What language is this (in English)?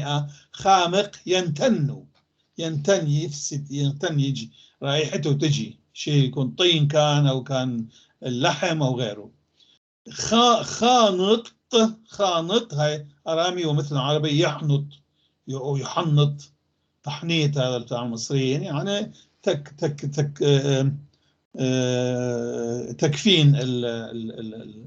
North Levantine Arabic